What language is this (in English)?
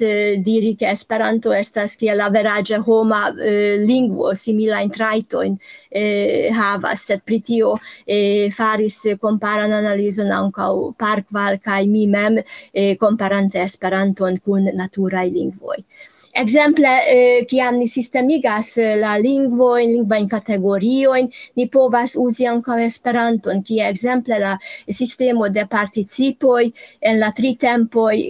Esperanto